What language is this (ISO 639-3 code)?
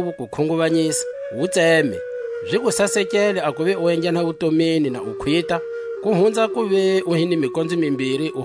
tsc